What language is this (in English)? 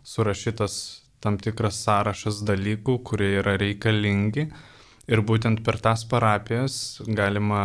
Lithuanian